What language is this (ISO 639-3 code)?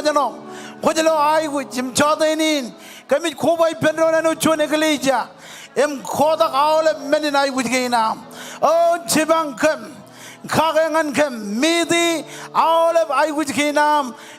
mah